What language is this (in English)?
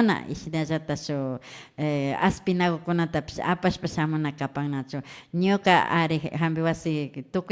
Imbabura Highland Quichua